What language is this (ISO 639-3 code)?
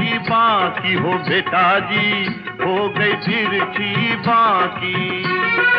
hin